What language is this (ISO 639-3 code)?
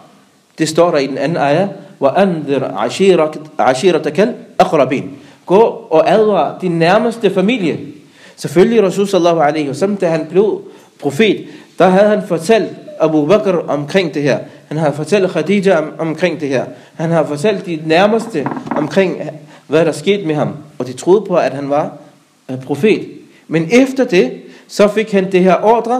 dan